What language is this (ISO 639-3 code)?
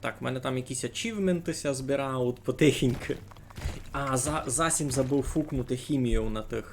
rue